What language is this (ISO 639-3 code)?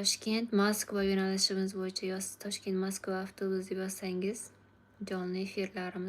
uzb